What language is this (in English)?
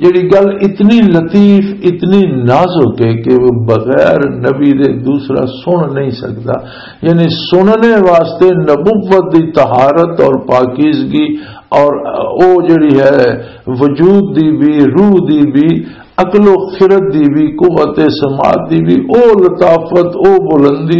Western Panjabi